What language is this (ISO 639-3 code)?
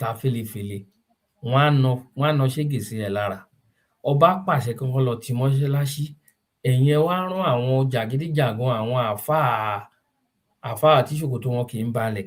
yor